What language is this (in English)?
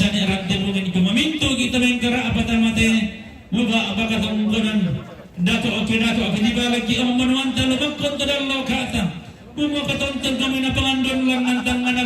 Toraja-Sa'dan